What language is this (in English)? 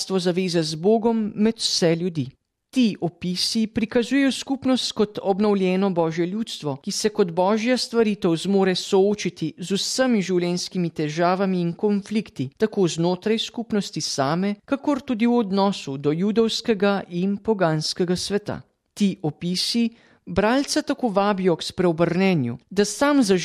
Slovenian